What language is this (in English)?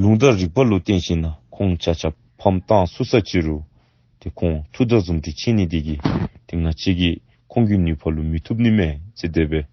Dzongkha